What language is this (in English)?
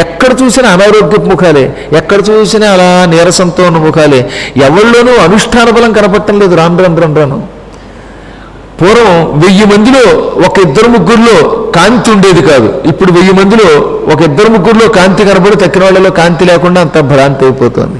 Telugu